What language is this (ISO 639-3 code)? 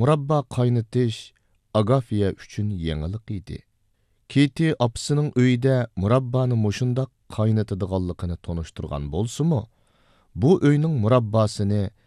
uig